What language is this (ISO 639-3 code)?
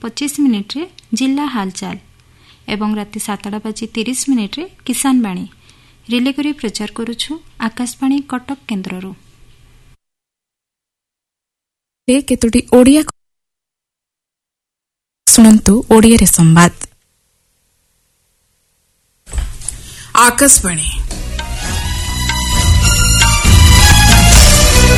ori